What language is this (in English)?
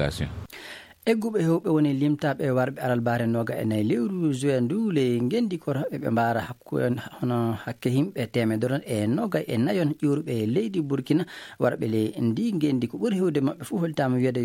Fula